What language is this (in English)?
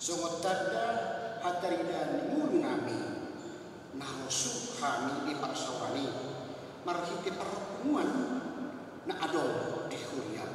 Batak Toba